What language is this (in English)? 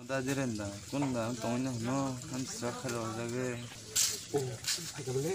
Kok Borok